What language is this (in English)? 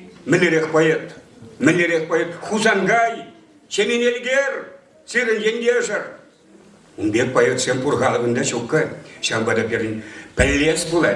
Chuvash